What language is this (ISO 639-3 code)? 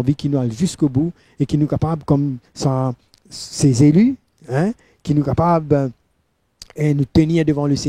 mfe